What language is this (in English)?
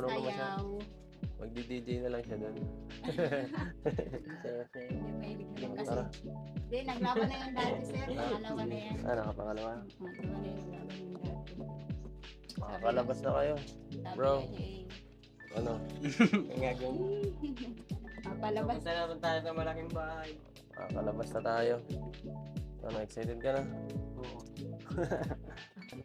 Filipino